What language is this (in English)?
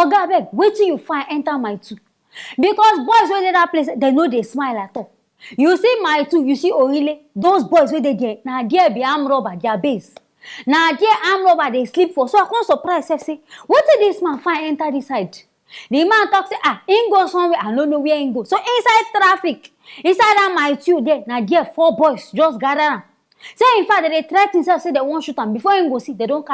Nigerian Pidgin